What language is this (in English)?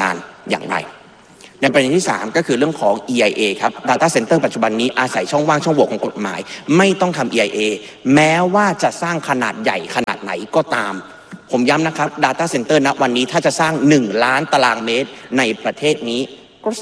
Thai